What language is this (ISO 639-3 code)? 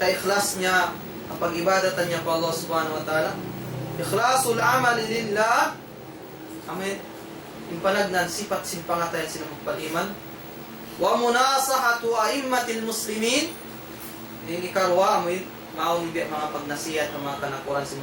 tsg